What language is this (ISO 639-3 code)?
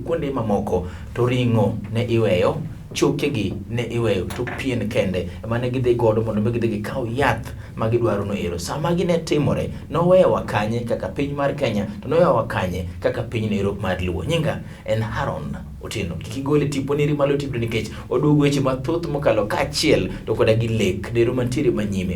luo